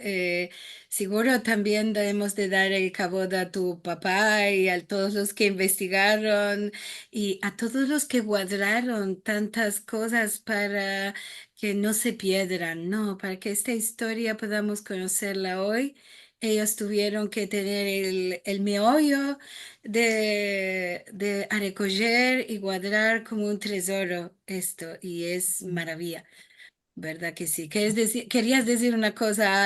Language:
Ladino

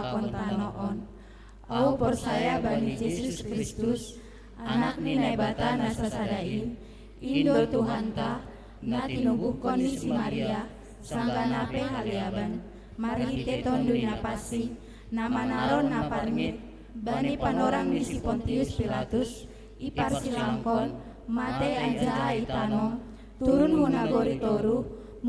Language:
Batak Simalungun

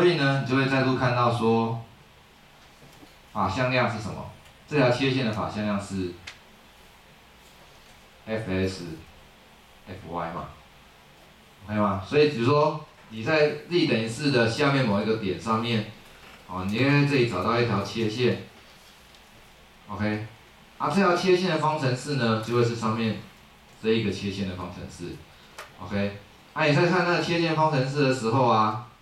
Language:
Chinese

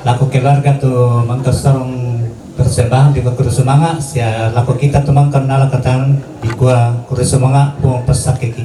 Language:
Toraja-Sa'dan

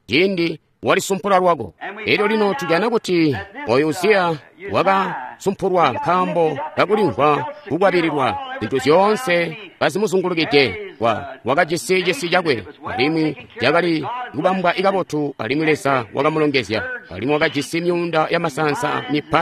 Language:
Tonga (Zambia)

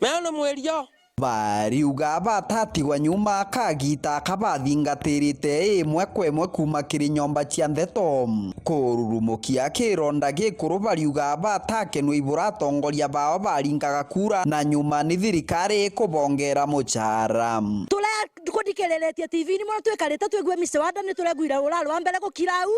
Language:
Meru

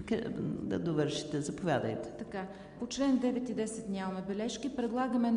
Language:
Bulgarian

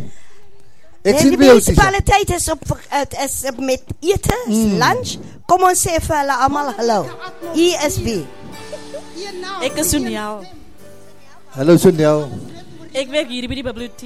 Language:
Afrikaans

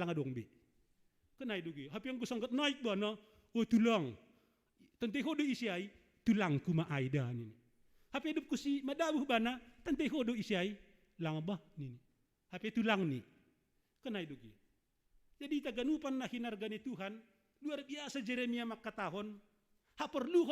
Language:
Batak Simalungun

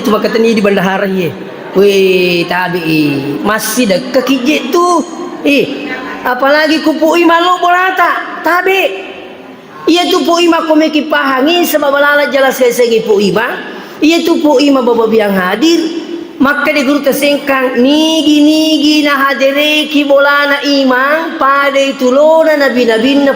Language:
Buginese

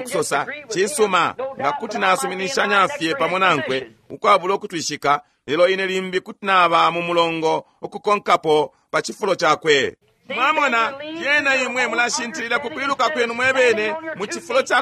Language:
Bemba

